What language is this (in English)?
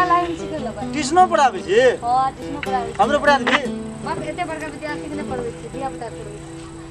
Maithili